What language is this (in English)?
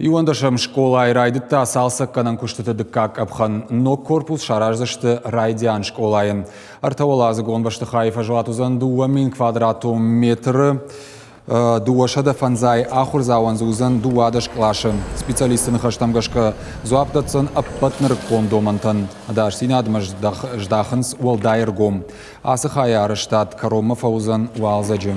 Ossetic